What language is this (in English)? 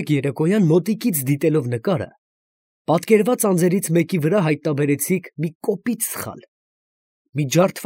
Armenian